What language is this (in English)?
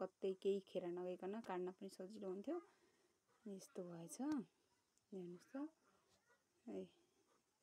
Nepali